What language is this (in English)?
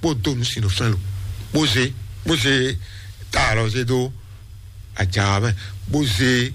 Fon